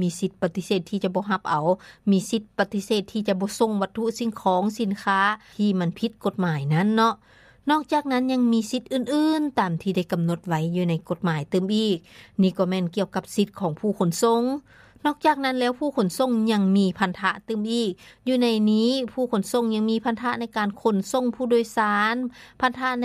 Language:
Lao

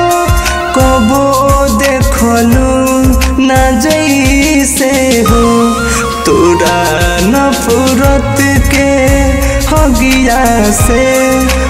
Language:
Bhojpuri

